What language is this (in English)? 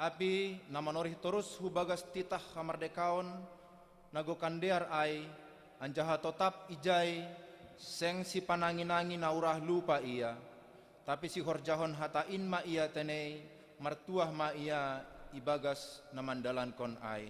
Batak Simalungun